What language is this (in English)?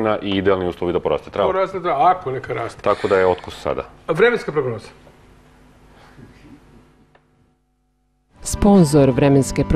Serbian